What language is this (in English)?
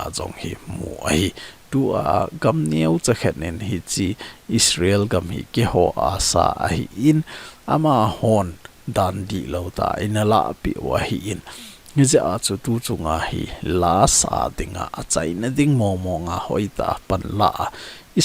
Thado Chin